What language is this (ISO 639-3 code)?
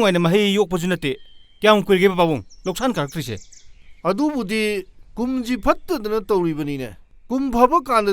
mni